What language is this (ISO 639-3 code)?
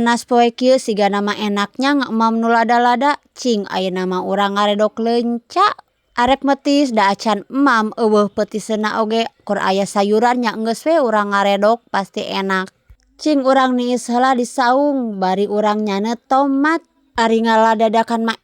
sun